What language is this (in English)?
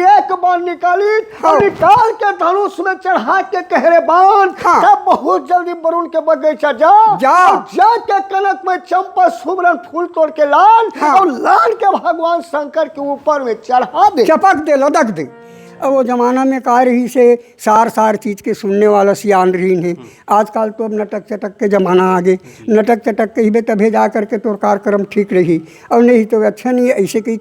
Chhattisgarhi